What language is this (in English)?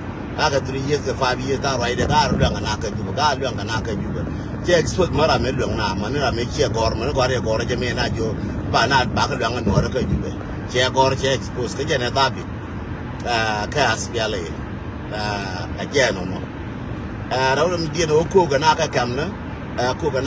Nuer